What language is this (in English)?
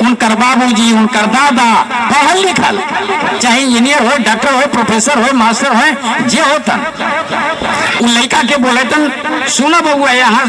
Magahi